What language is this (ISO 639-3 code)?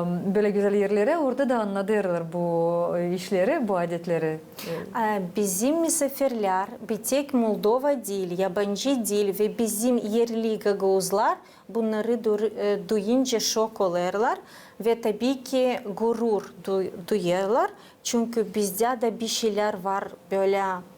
gag